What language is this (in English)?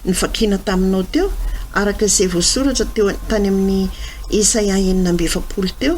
Malagasy